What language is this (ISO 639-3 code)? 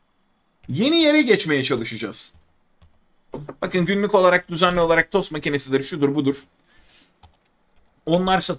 tur